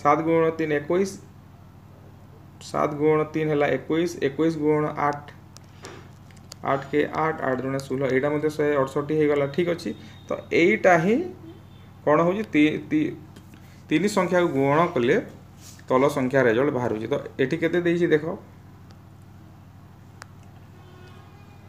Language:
Odia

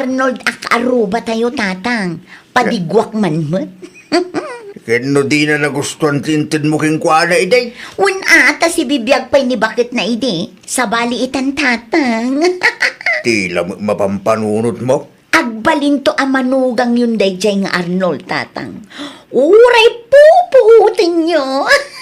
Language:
Iloko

